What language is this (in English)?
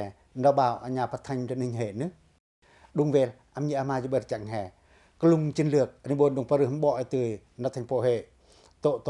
Pacoh